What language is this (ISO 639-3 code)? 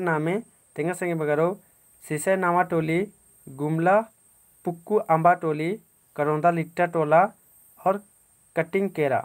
kru